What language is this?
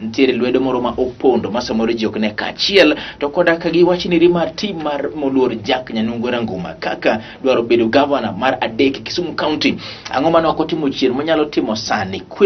Luo (Kenya and Tanzania)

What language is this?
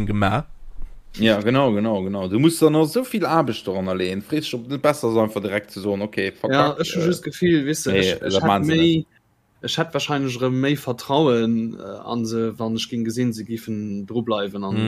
Luxembourgish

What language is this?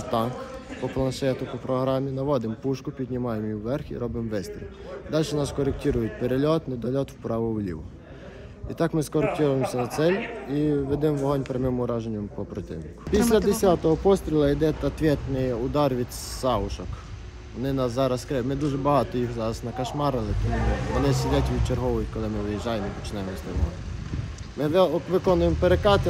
Ukrainian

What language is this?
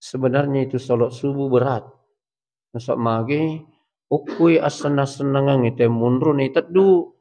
Buginese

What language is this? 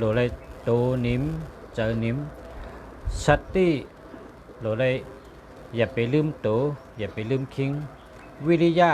Shan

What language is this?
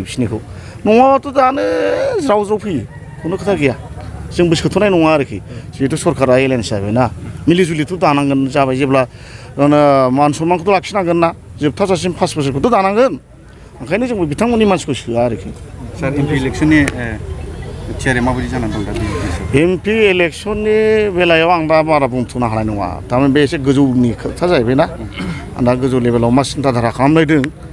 Bodo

